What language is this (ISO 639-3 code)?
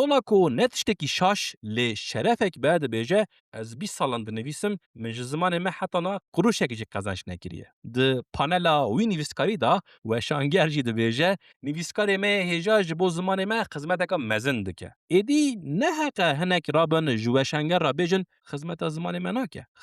kur